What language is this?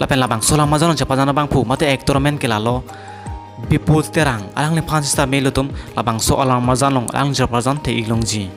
Karbi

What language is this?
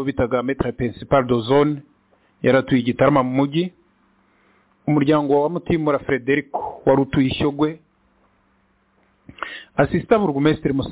Kinyarwanda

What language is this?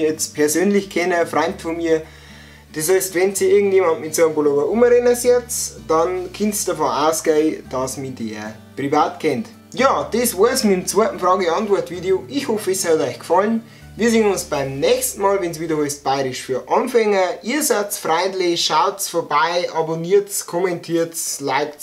Bavarian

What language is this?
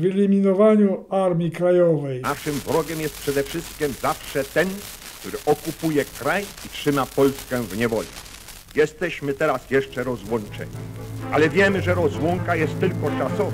Polish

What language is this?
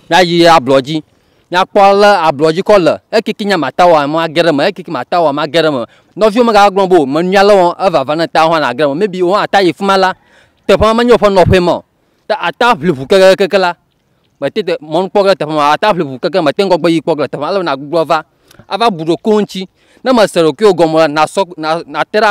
Ewe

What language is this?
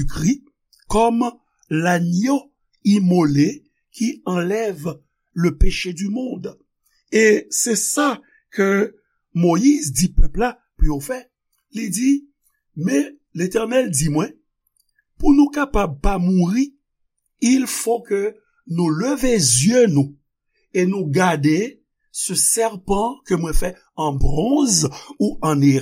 Haitian Creole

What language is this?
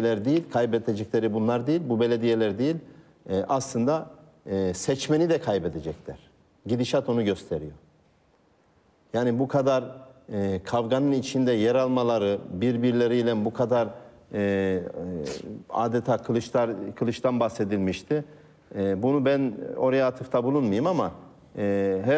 Turkish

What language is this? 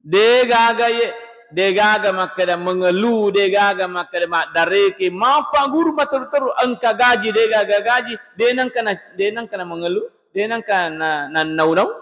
Buginese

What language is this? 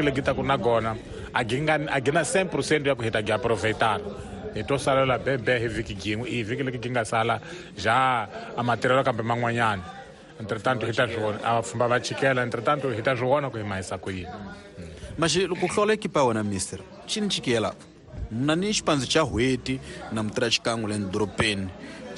Tsonga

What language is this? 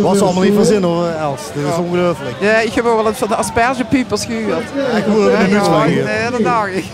Limburgish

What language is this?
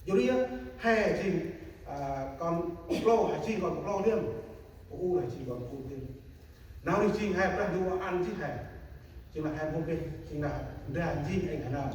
Central Mnong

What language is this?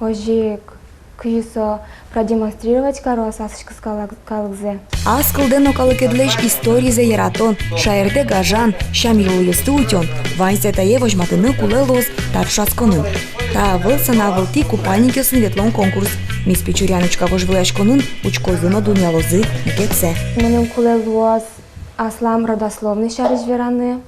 Udmurt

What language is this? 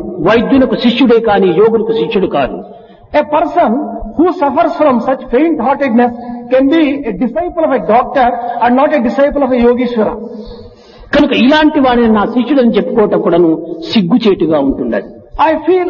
Telugu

